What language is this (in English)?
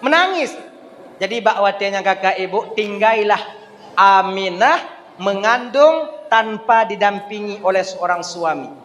Achinese